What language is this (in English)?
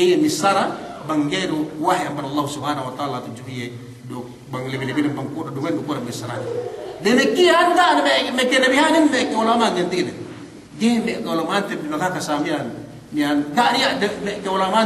Yakan